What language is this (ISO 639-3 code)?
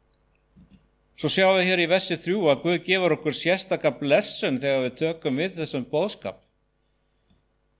isl